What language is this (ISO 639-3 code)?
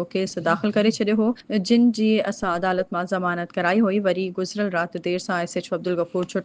snd